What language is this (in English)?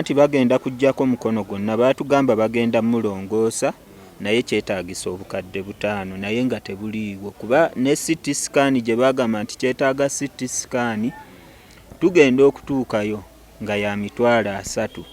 Ganda